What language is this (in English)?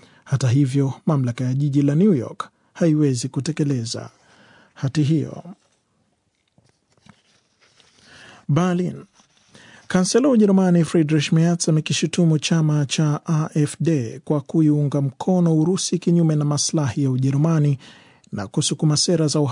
Swahili